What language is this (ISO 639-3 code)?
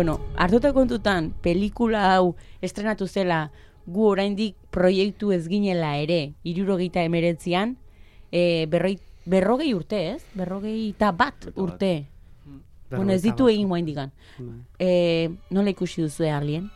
eus